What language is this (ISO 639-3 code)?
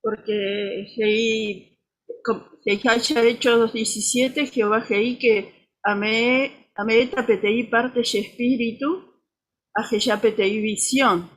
grn